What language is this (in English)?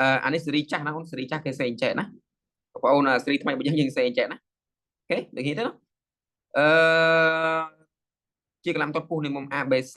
Khmer